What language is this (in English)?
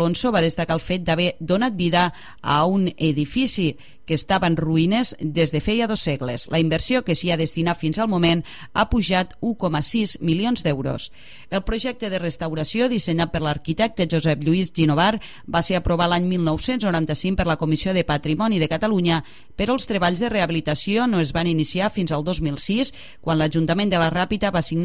Catalan